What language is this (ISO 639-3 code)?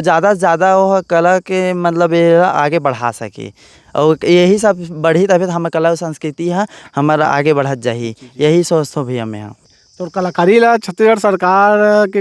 hne